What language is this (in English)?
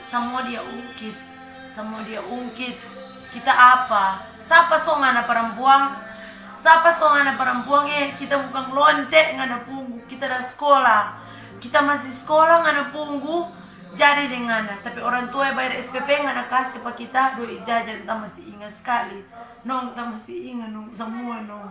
Manado Malay